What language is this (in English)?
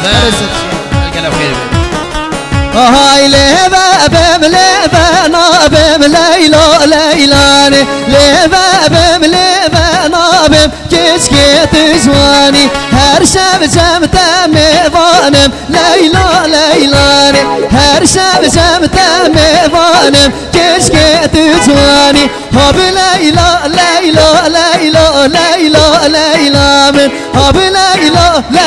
Kurdish